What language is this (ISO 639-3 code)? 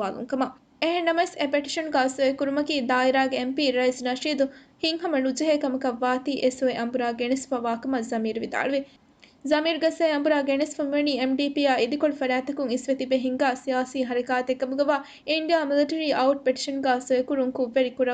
div